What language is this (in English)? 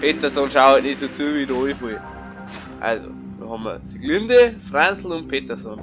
Bavarian